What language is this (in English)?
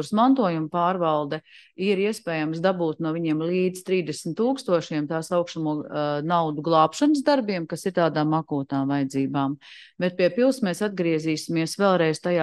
Latvian